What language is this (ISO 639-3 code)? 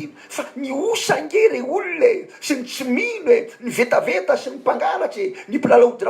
mlg